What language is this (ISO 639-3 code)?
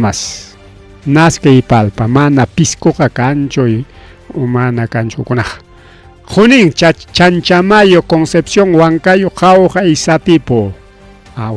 quy